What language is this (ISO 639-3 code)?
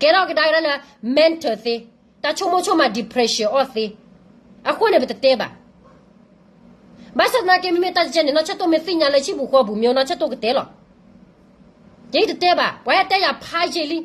ksw